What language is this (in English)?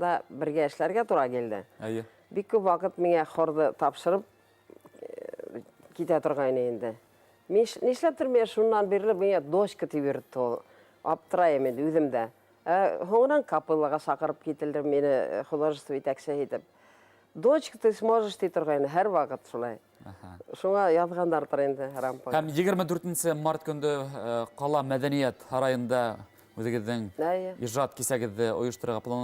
Bashkir